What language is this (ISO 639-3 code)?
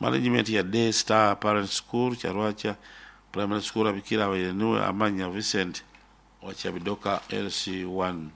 nyo